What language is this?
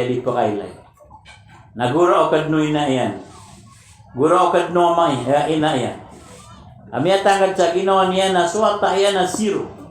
Maranao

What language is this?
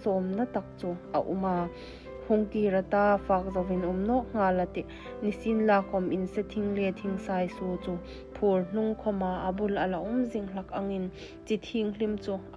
Hmar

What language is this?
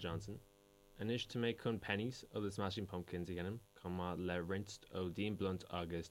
Irish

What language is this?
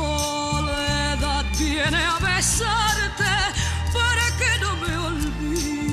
Spanish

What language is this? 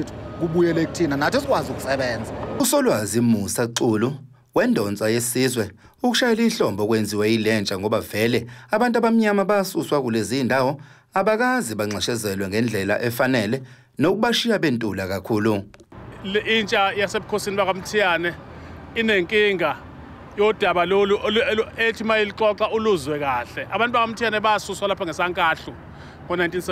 Zulu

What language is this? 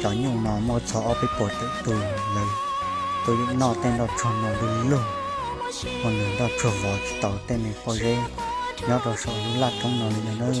Hmong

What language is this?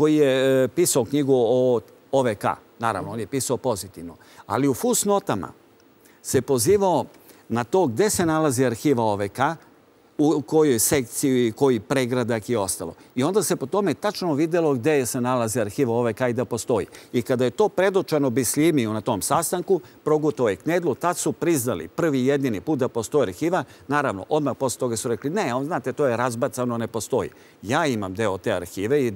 Serbian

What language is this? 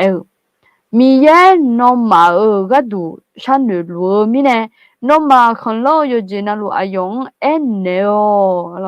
Akha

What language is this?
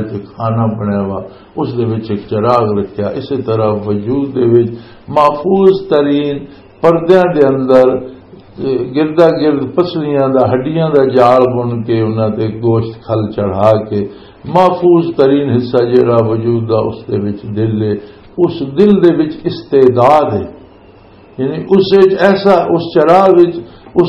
Western Panjabi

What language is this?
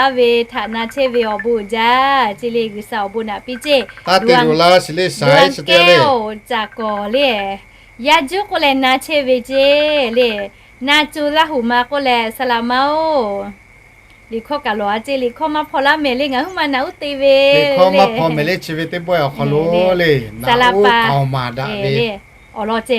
Lahu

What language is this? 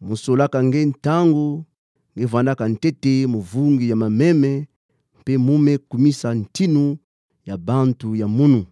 Kituba (Democratic Republic of Congo)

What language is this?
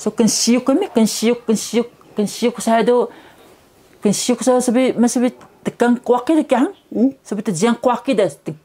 Taroko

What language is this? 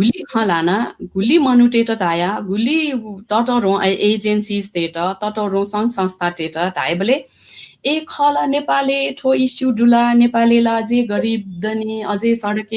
Newari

